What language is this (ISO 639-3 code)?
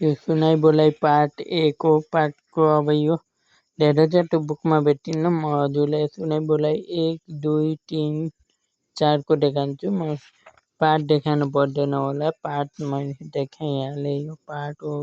nep